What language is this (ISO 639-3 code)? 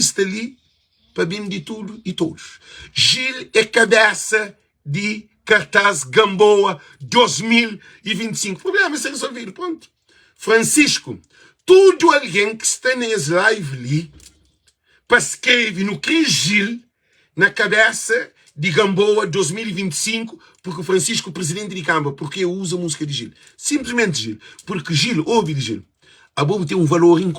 kea